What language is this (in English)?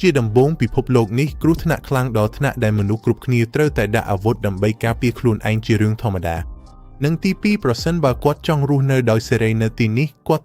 Khmer